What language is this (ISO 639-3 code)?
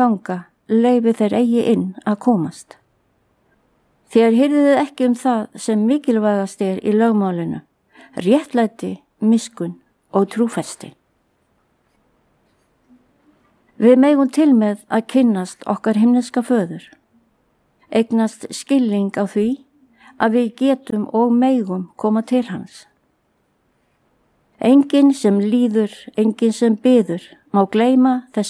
isl